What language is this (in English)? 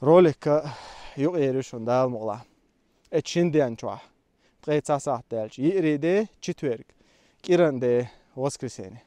Chechen